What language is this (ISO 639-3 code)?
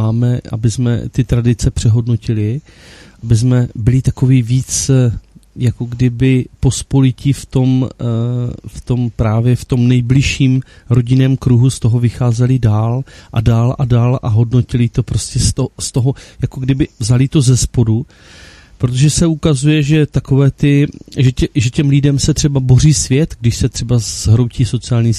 ces